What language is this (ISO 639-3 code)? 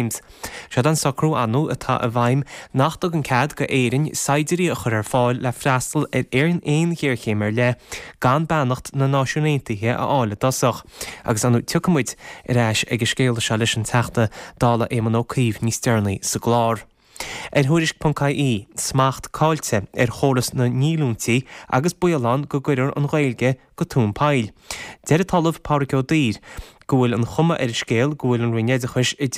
gle